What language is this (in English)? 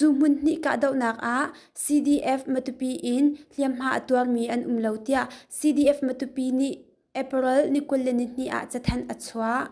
Hakha Chin